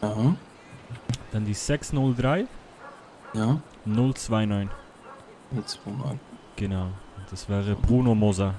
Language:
Swiss German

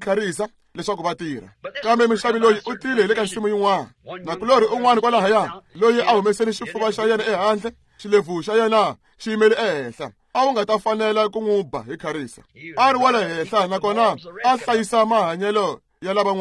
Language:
Tsonga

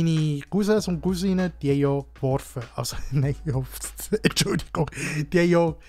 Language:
Swiss German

